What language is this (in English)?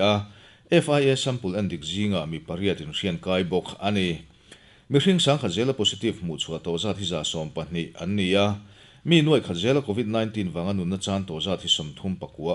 Mizo